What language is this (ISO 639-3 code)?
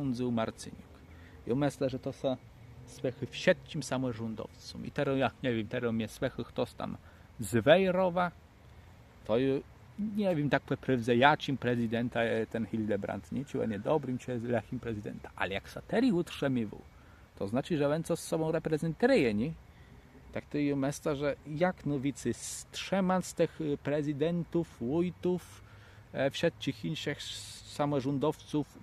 csb